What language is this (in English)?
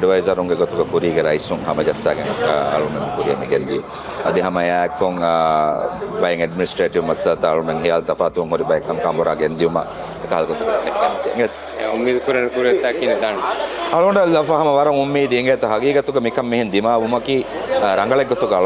Divehi